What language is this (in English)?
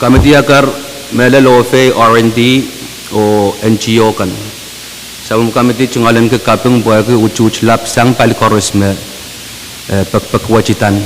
Pohnpeian